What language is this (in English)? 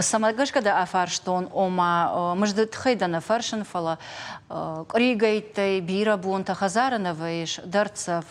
Ossetic